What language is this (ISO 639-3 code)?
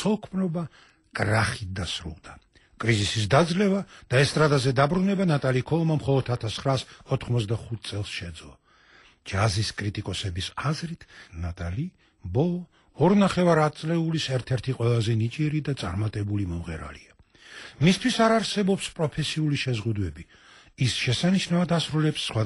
kat